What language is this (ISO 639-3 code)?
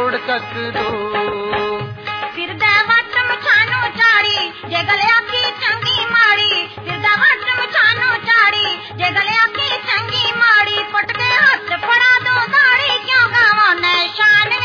pan